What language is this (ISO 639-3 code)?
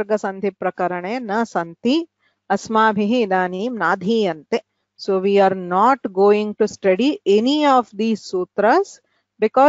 san